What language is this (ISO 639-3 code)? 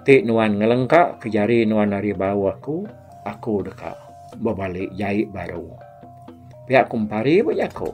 iba